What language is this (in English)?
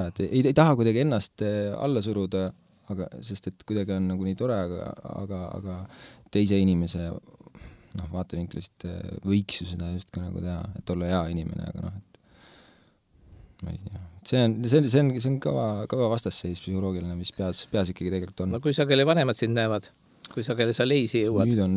Estonian